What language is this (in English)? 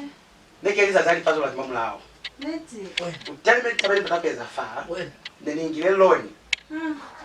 Lozi